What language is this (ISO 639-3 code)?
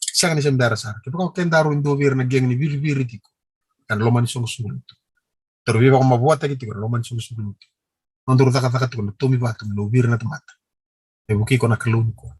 fij